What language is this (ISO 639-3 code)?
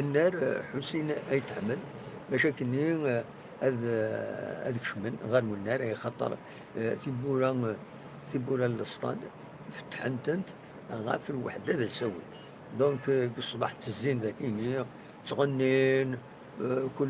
kab